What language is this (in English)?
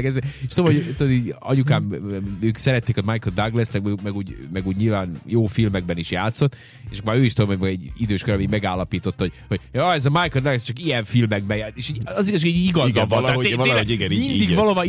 Hungarian